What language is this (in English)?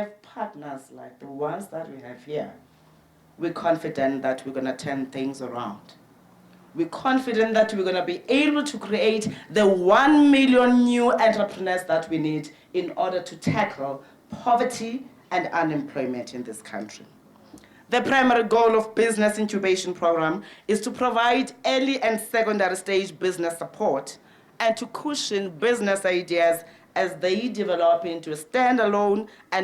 Venda